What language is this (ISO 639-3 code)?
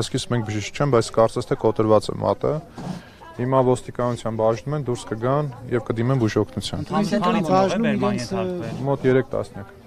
hye